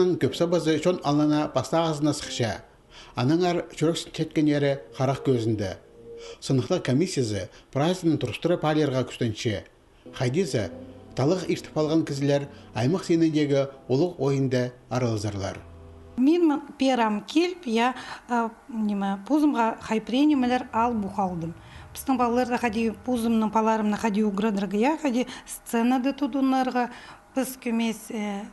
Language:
Khakas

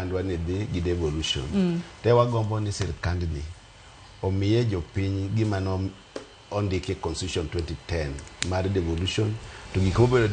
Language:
Luo (Kenya and Tanzania)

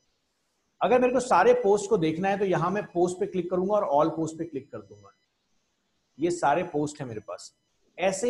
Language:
Hindi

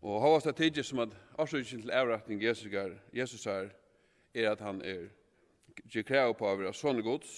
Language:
Faroese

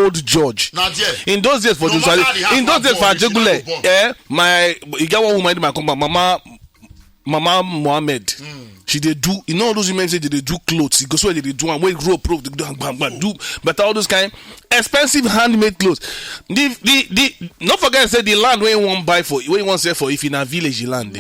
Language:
Nigerian Pidgin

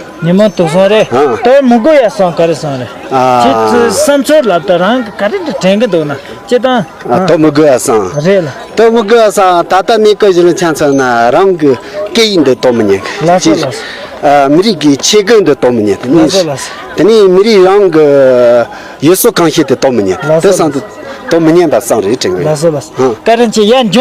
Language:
Tibetan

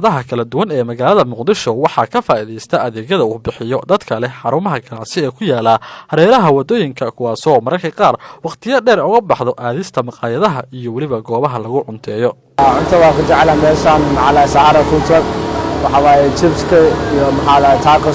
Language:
Somali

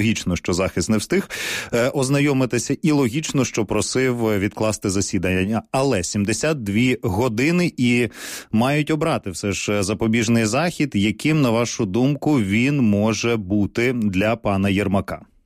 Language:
Ukrainian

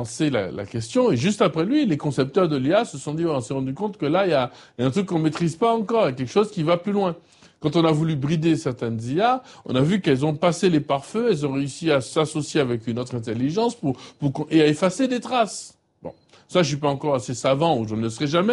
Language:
French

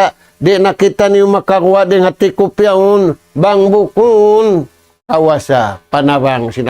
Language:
Tausug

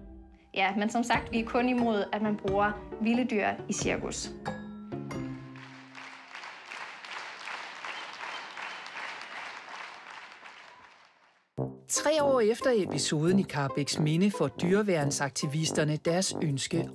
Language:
Danish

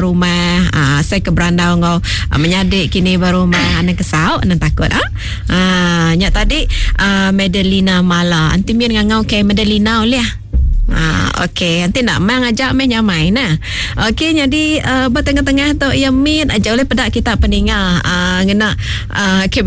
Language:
Iban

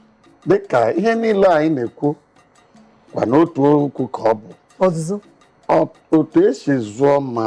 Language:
Igbo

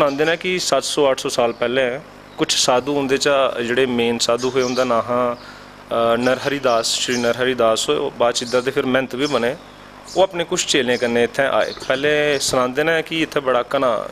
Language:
Dogri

